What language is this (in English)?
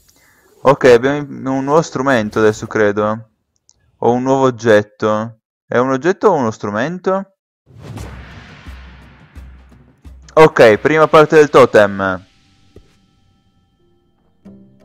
Italian